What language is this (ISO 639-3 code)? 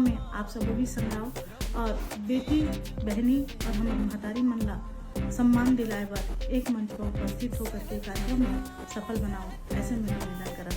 hne